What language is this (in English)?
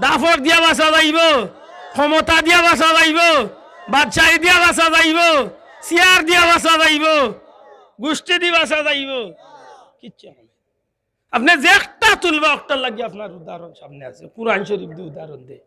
Sylheti